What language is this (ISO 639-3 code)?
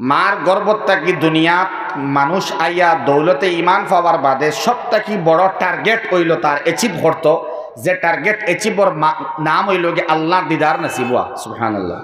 syl